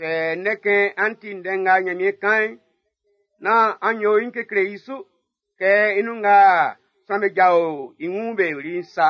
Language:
Baoulé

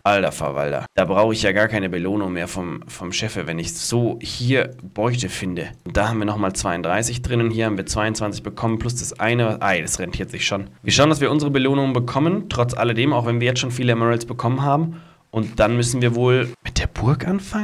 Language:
German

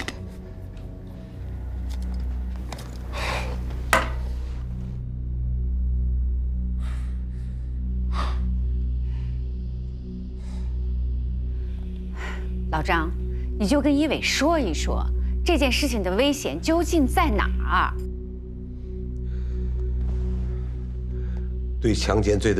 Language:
Chinese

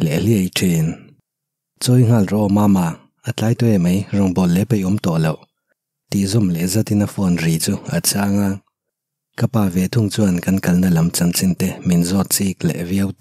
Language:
Mizo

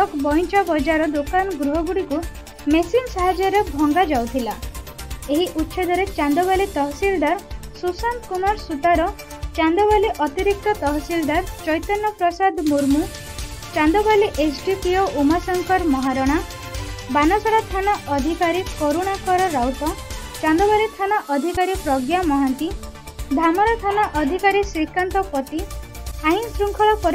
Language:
Odia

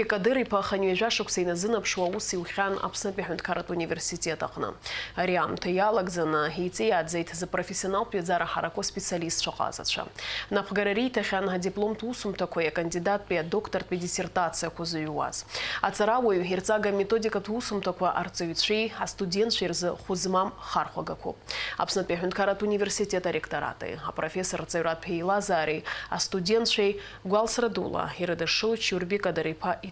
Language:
Abkhazian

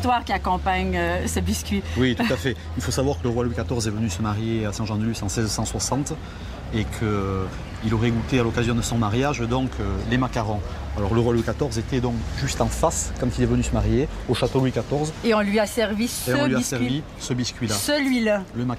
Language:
French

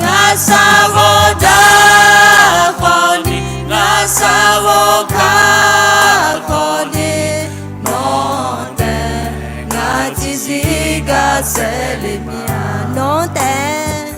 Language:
Akha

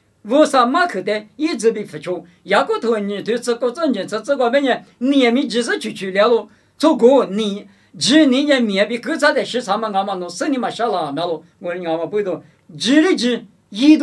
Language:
Lisu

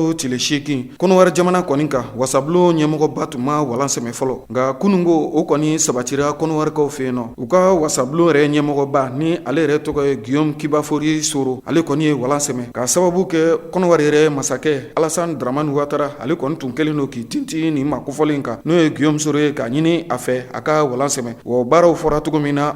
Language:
Bambara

